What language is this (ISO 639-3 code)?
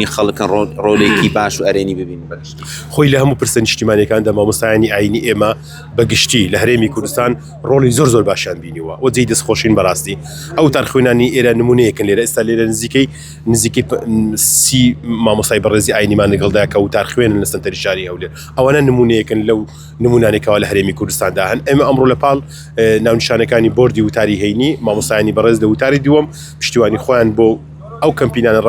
ckb